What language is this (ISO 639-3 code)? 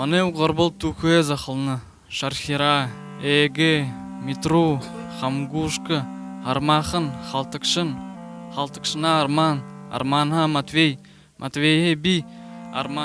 bua